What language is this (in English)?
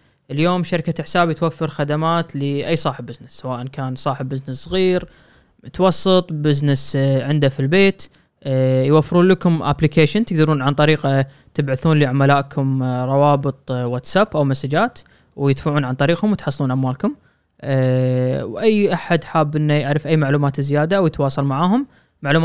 Gulf Arabic